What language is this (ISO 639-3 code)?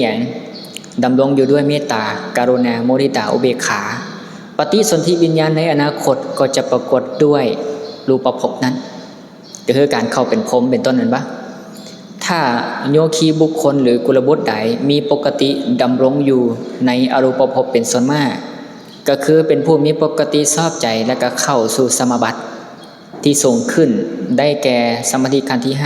lao